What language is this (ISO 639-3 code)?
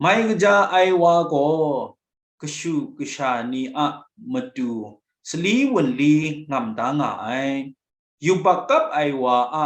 kac